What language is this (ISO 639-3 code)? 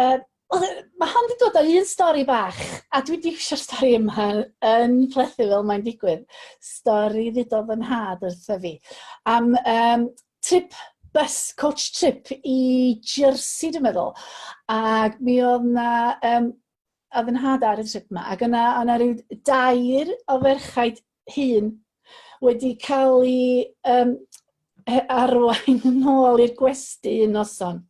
cym